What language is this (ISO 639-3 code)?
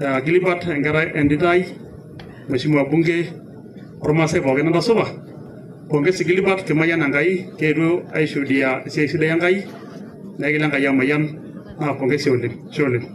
mas